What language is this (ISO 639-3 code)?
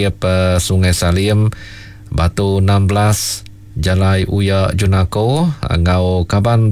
iba